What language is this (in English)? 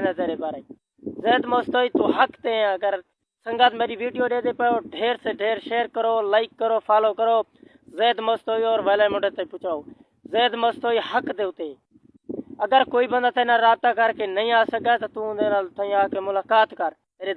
Saraiki